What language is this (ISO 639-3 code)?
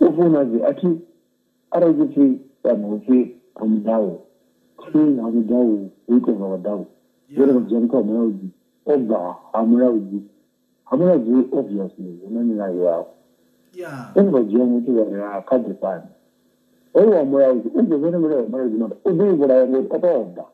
ven